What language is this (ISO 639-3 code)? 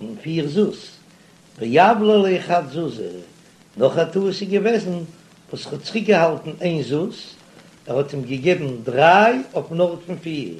yid